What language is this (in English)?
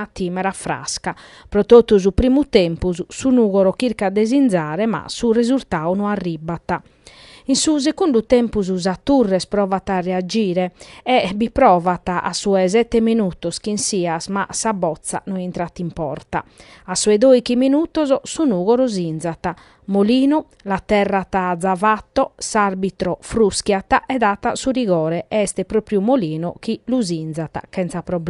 Sardinian